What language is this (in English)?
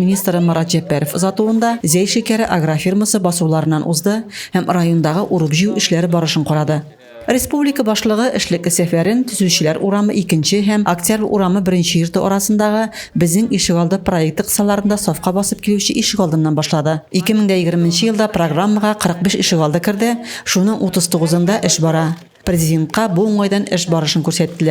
Tatar